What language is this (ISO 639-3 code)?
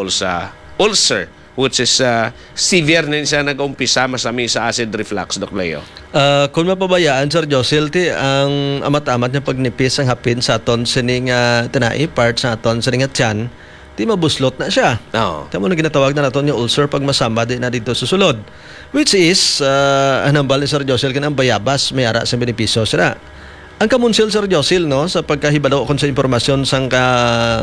hil